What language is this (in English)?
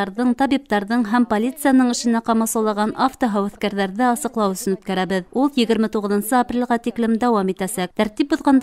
Bashkir